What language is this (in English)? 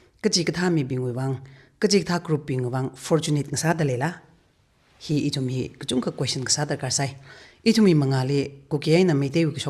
Tangkhul Naga (India)